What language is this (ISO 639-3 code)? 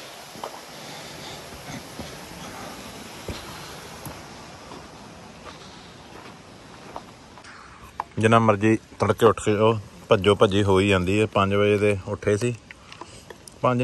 pan